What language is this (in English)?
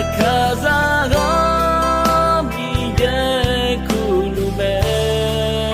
Akha